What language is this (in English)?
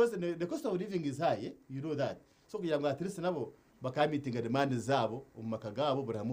Nyankole